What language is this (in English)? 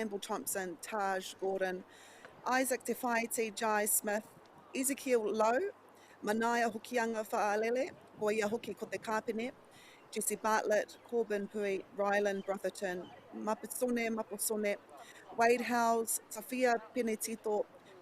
Māori